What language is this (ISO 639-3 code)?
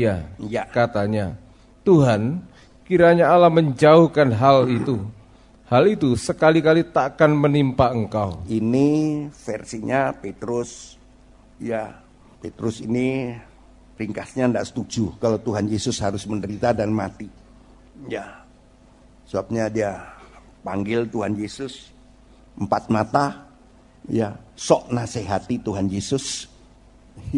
ind